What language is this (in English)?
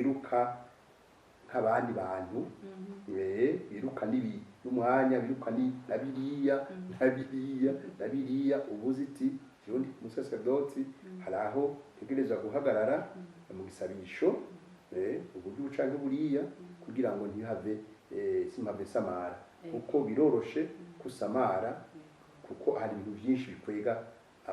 Rundi